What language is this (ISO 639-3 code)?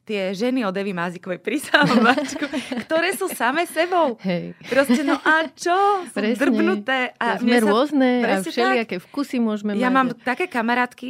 slk